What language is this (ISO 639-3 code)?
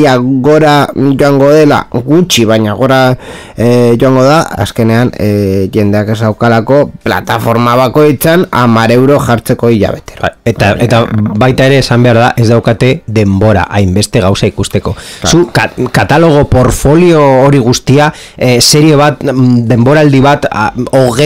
eus